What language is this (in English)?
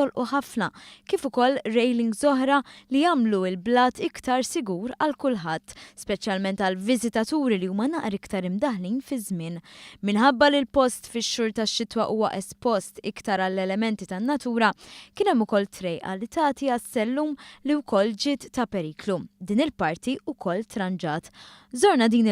Maltese